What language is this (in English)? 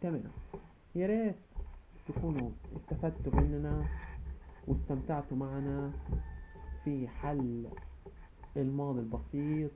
Egyptian Arabic